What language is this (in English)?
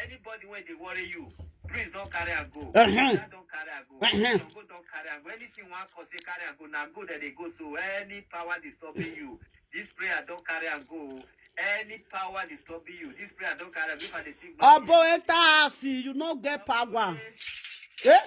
Nigerian Pidgin